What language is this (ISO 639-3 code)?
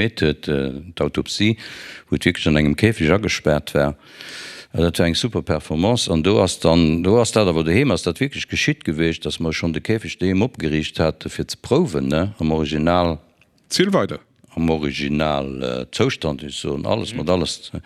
ltz